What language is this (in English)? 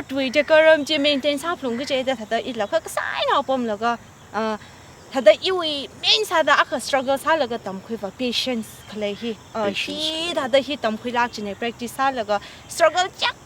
Tangkhul Naga (India)